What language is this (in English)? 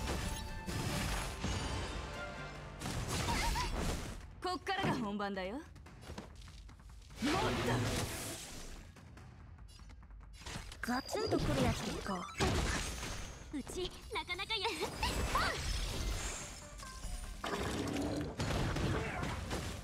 Japanese